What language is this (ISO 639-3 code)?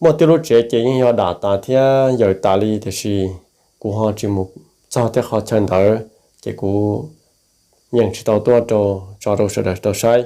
hmn